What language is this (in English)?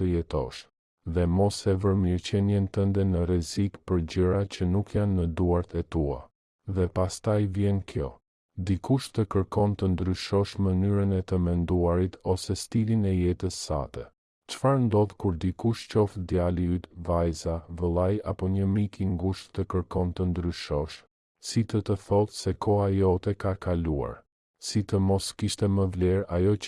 Albanian